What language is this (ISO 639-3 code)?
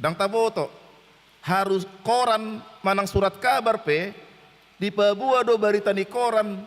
bbc